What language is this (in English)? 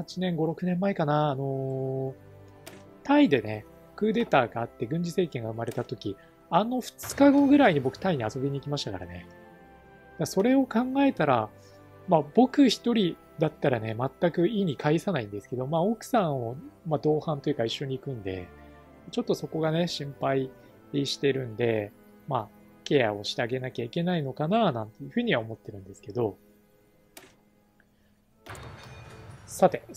Japanese